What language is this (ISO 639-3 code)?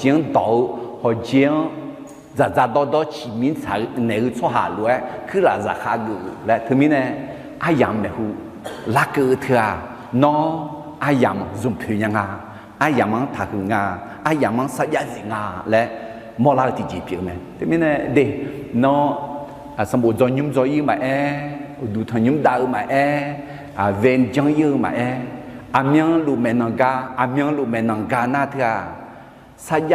ahk